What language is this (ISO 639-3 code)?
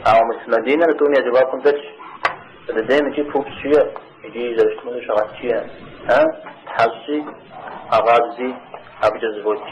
kbd